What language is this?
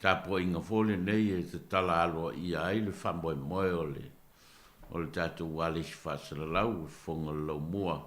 Samoan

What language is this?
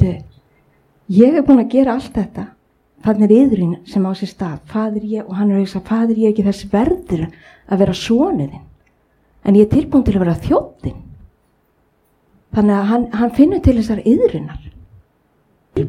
Icelandic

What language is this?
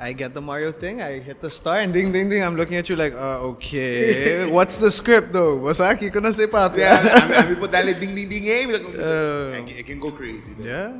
Papiamento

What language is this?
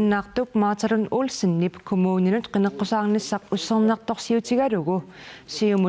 Kalaallisut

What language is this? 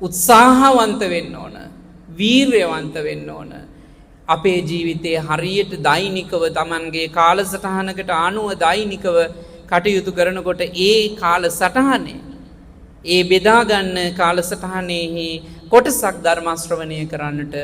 Sinhala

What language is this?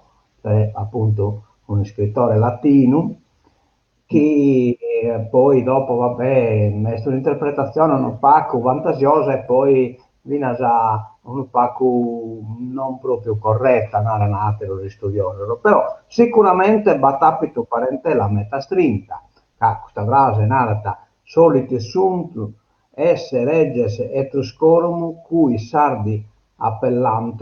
Sardinian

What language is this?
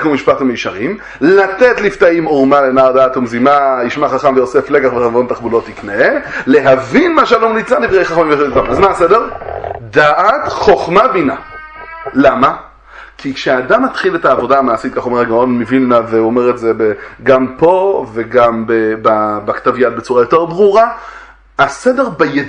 Hebrew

